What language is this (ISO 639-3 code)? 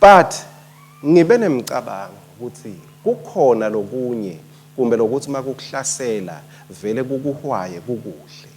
ssw